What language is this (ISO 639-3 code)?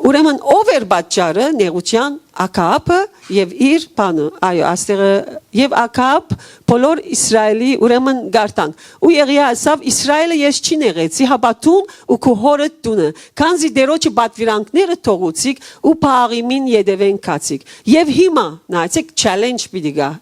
hyw